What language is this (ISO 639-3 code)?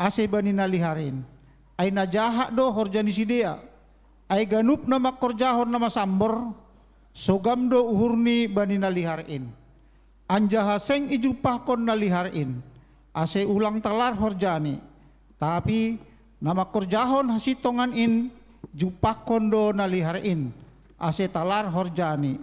bts